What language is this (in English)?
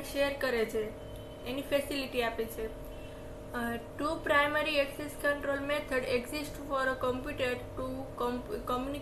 Gujarati